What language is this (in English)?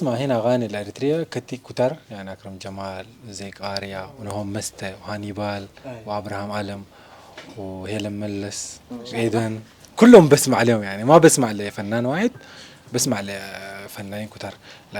Sudanese Arabic